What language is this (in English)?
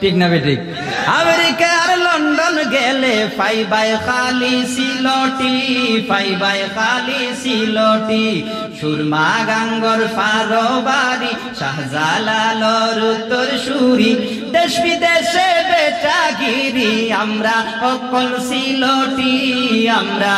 Sylheti